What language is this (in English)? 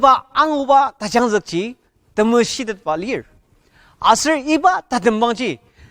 Ao Naga